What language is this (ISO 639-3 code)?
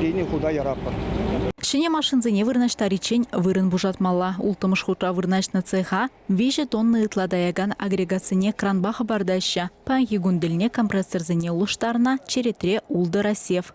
chv